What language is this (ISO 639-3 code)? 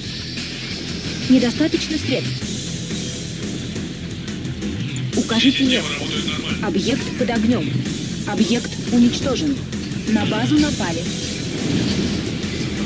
rus